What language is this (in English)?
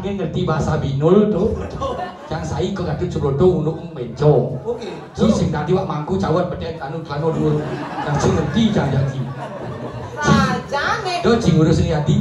Balinese